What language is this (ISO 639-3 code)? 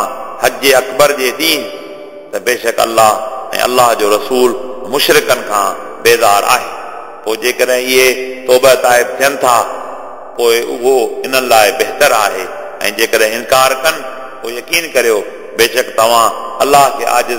snd